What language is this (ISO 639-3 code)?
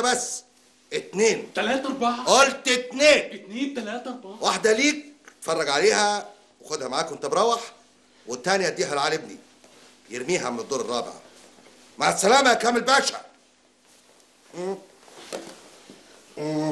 arz